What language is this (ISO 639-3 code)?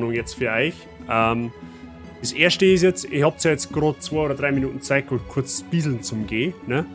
bar